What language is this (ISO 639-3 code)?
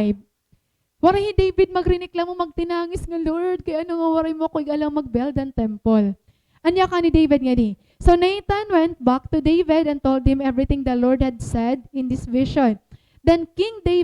war